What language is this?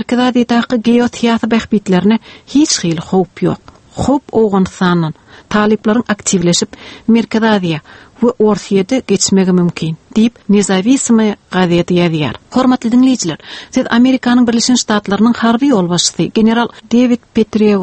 Turkmen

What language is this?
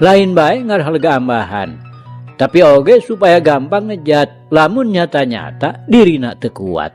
Sundanese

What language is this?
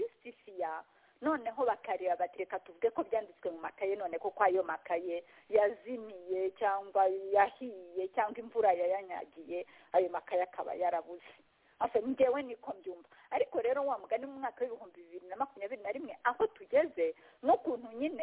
Kinyarwanda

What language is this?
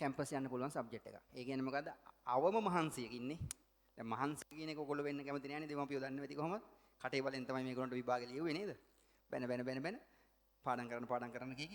Sinhala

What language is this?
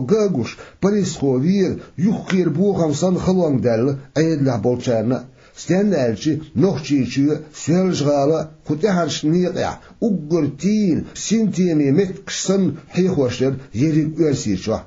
Chechen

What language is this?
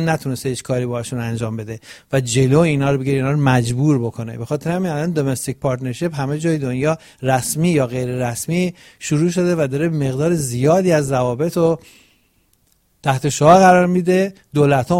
Persian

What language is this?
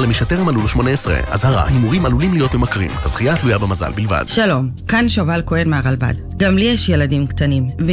Hebrew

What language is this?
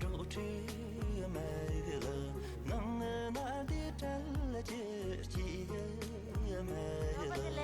Tibetan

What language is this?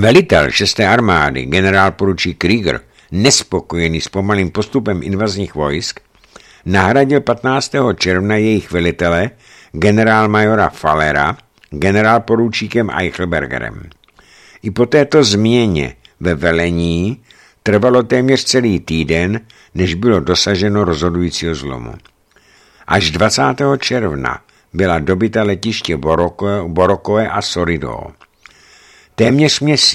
Czech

